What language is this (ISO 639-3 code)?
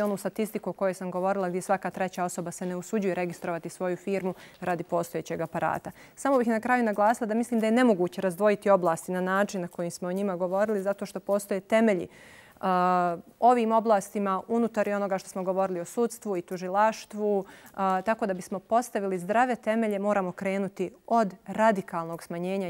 bos